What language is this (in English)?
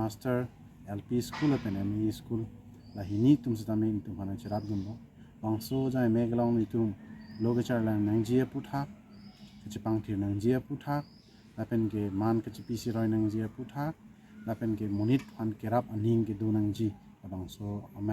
Karbi